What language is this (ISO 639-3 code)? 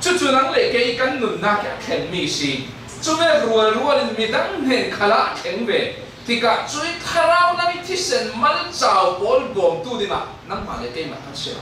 cfm